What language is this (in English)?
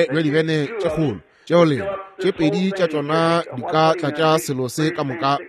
Northern Sotho